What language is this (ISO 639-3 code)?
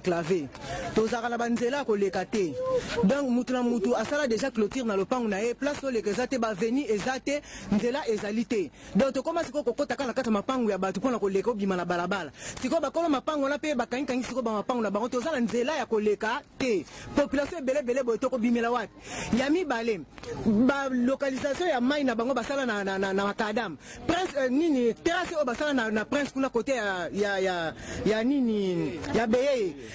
lin